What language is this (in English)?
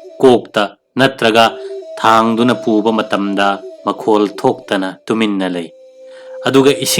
Manipuri